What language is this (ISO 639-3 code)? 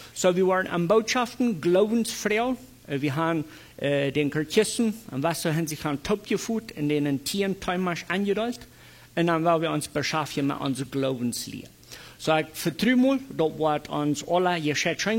pdt